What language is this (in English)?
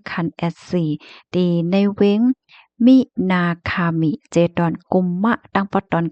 Shan